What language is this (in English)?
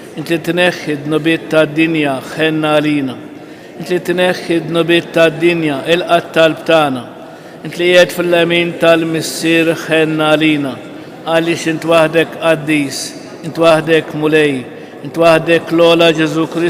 Maltese